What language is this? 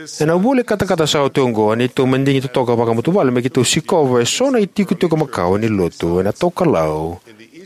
Fijian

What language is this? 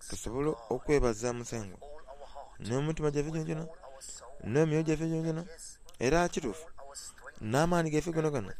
Soga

